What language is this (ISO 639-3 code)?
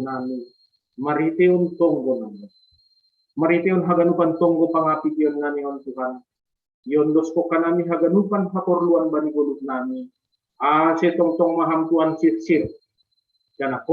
bts